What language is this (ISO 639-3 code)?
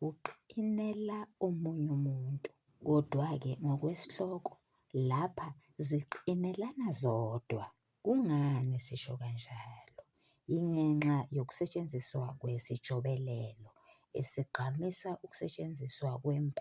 zul